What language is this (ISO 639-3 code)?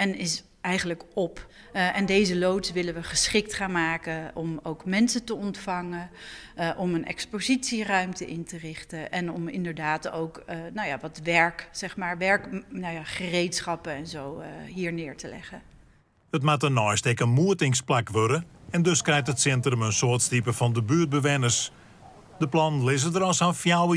fry